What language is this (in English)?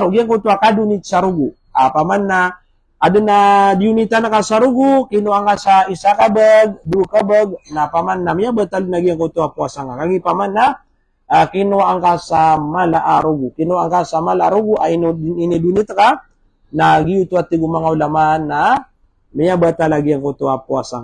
Maranao